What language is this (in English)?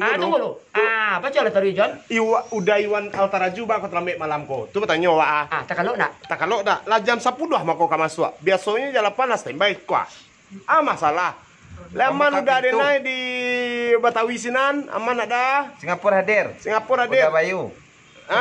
Minangkabau